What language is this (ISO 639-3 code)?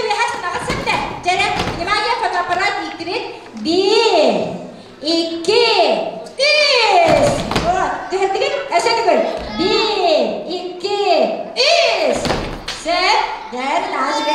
sah